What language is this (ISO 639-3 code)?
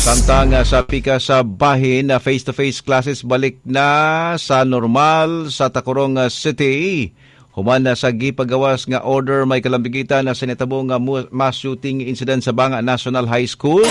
ceb